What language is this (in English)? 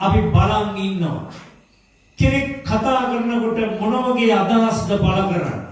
Sinhala